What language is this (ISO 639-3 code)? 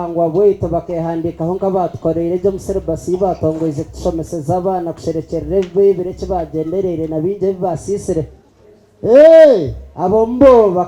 nyn